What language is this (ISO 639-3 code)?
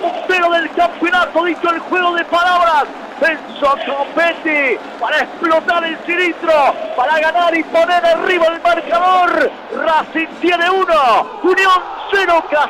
spa